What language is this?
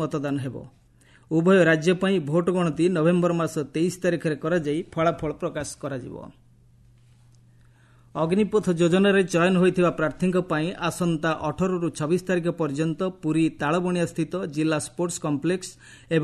Odia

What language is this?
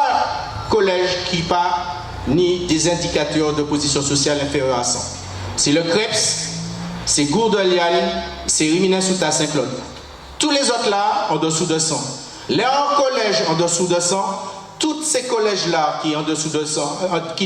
Guadeloupean Creole French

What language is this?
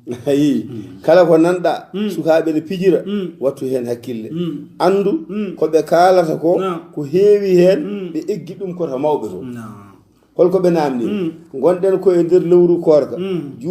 Fula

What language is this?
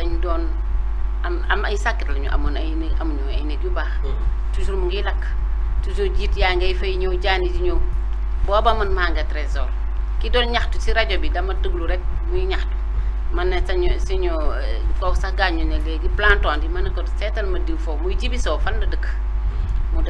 Wolof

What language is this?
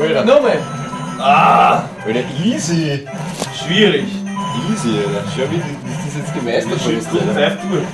Bavarian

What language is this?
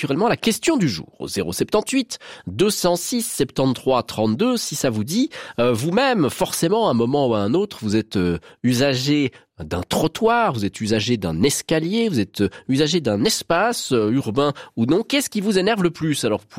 French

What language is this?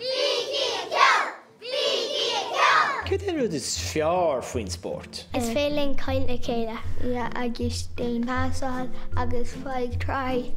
Irish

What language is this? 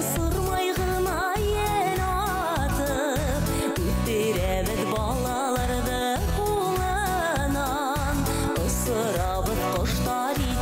Bashkir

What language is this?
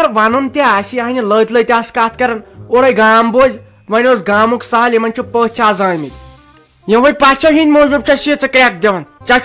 Kashmiri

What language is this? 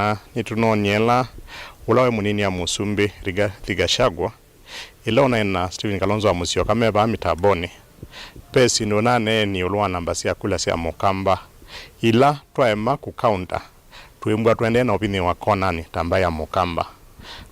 Kamba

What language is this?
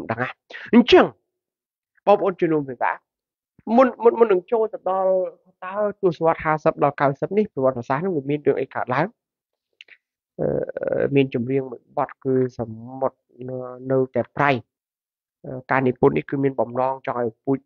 Khmer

